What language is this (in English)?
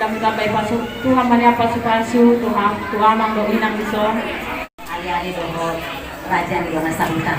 Batak Toba